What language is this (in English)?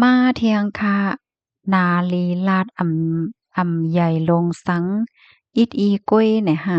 Shan